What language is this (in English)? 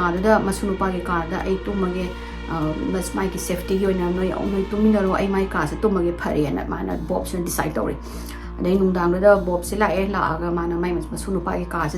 Manipuri